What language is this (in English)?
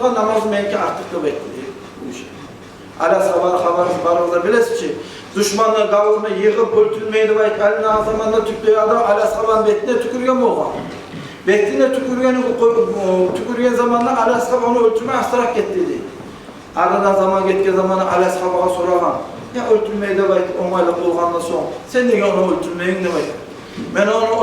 Kumyk